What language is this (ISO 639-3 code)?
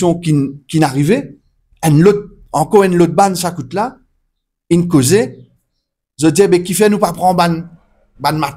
mfe